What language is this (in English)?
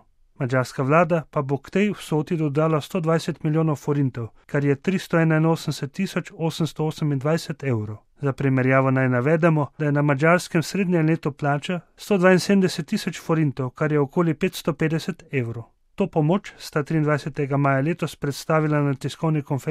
Slovenian